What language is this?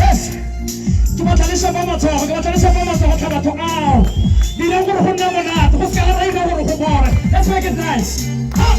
Tswana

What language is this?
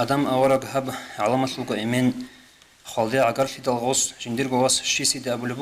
Avaric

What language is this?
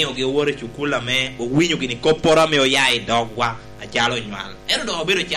Lango (Uganda)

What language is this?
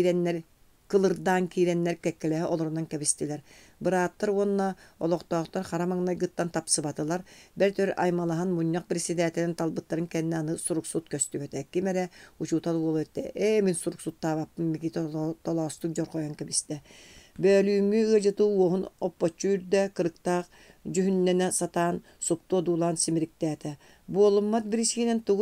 Yakut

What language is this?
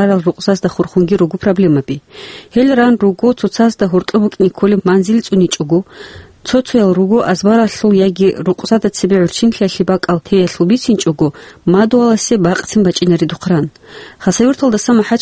Avaric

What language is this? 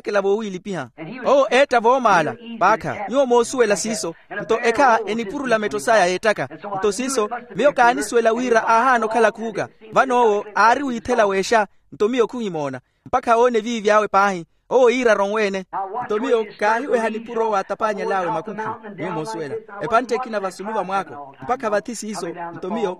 Makhuwa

